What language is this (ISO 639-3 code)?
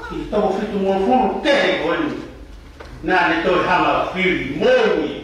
ton